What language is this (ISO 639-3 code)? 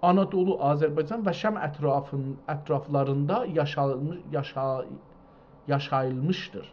azb